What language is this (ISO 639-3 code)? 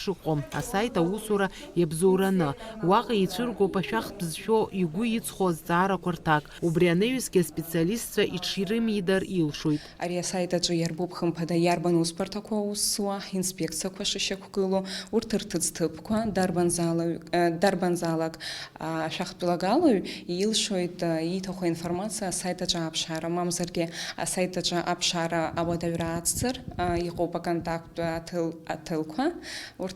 abk